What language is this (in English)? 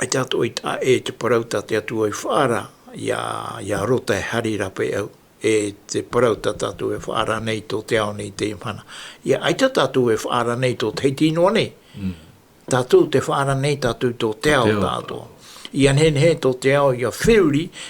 Tahitian